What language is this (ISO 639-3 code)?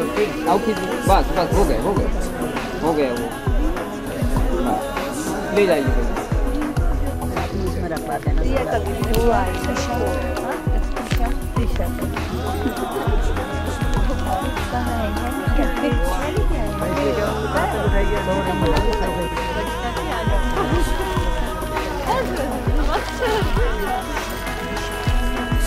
hin